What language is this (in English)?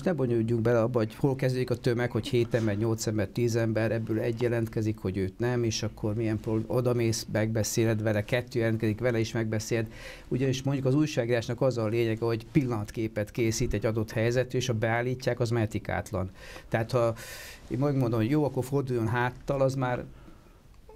Hungarian